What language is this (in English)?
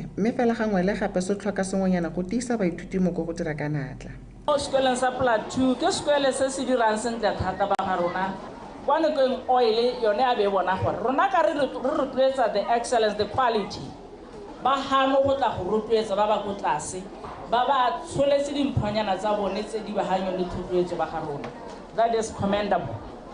Tswana